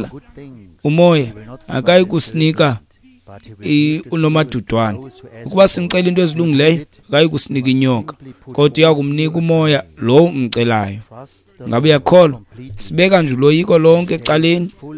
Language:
Xhosa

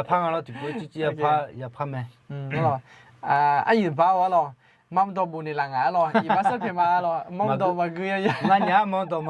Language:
Akha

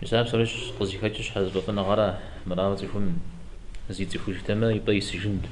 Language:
Kabardian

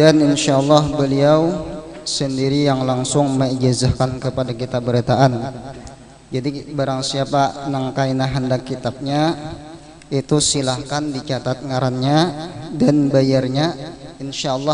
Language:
Banjar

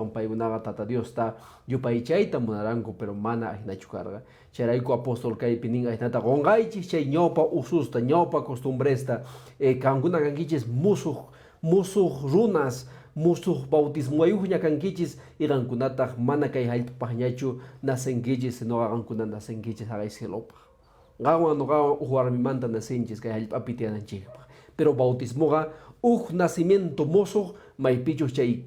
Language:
Quechua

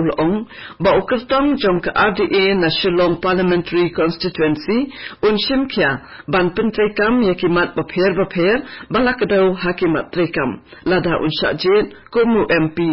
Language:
Khasi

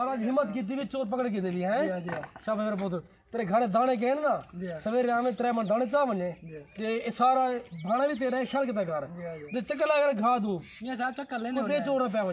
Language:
Saraiki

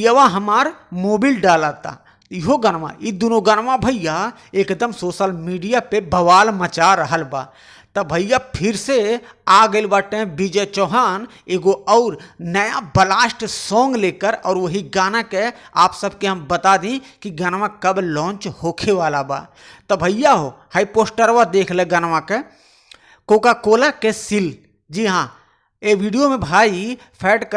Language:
Bhojpuri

